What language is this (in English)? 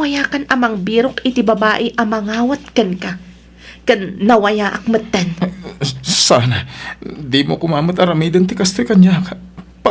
Iloko